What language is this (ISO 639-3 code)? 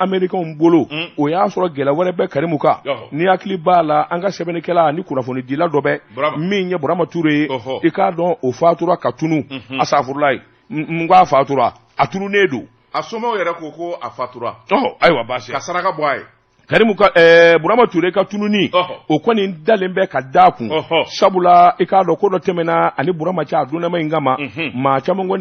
bam